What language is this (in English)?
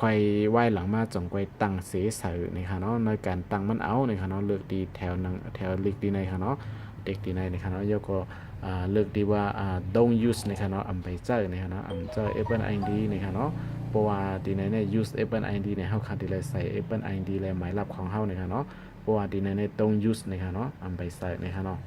Shan